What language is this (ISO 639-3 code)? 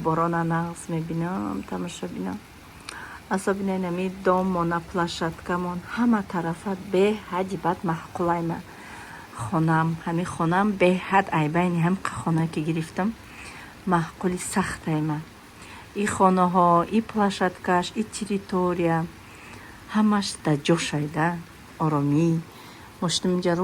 tgk